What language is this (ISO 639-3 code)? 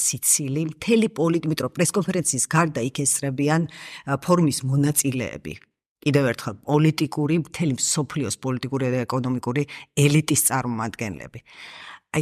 kat